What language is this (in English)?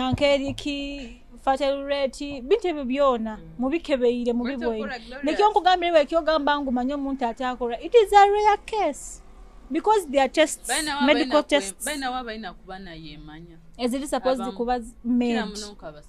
Nyoro